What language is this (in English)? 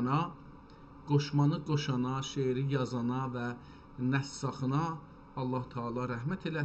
South Azerbaijani